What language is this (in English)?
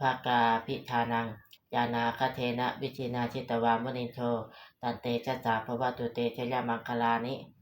Pali